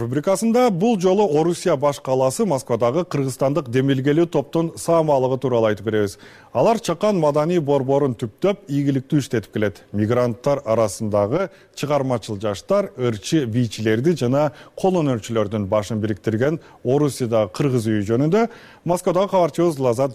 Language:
Kyrgyz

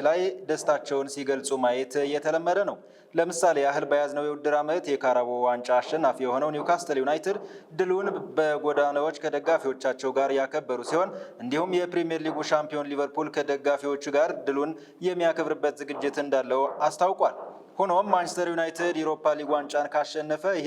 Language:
Amharic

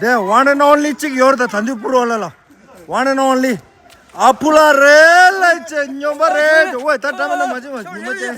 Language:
Tibetan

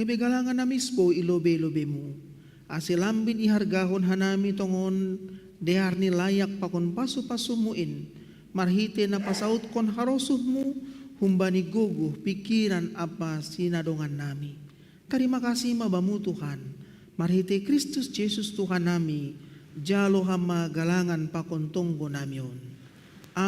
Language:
Batak Simalungun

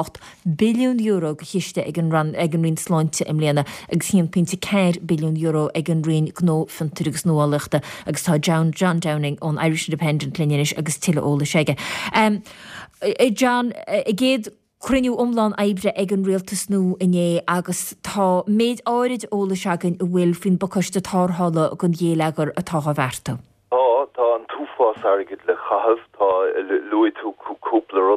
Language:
Irish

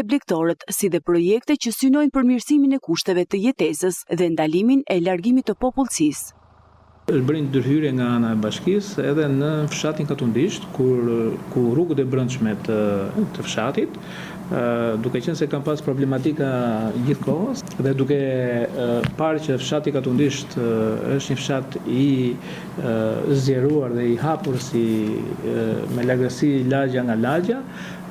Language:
Albanian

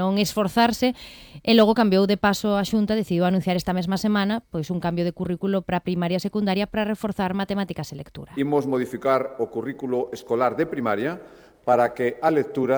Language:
Galician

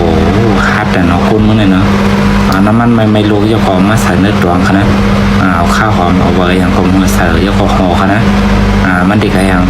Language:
Shan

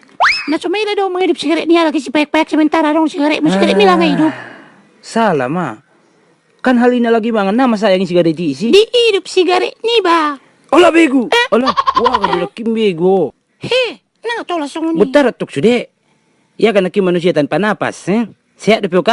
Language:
Batak Toba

